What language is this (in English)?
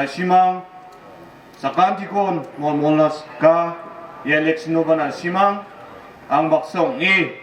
Garo